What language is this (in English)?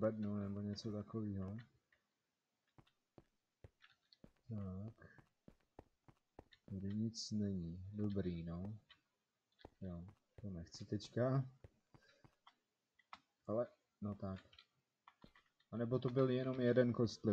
Czech